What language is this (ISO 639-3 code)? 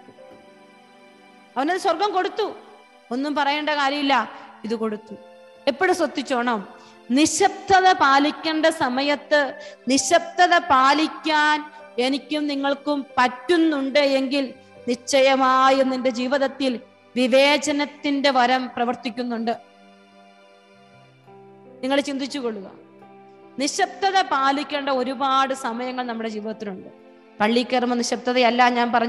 mal